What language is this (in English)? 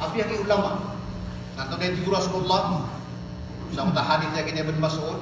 Maranao